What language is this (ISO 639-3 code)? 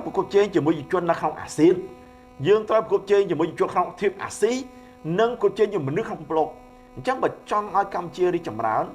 khm